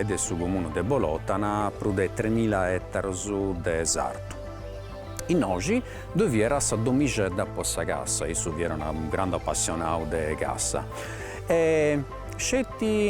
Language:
Sardinian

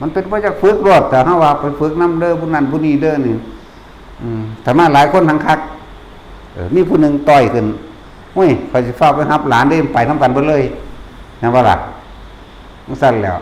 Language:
Lao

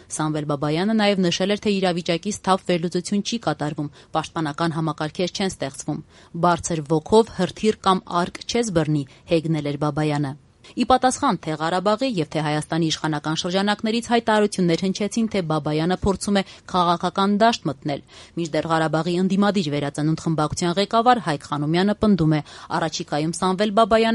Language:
Armenian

